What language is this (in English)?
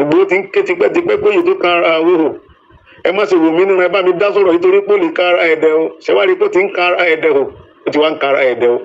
Yoruba